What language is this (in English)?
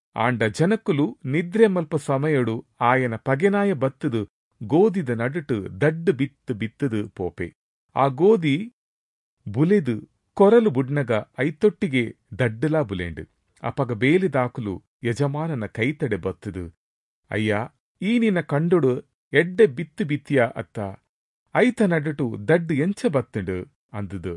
Tulu